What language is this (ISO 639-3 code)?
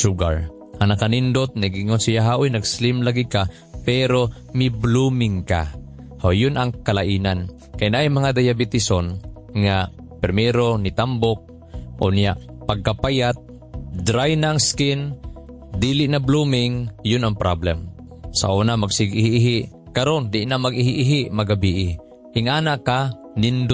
ceb